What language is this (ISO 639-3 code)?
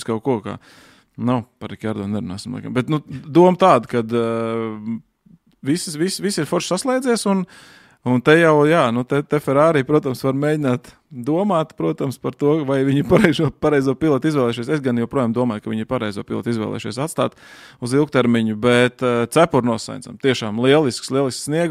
lav